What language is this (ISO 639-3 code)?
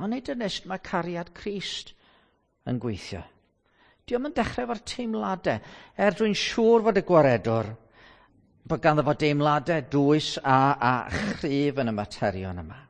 cym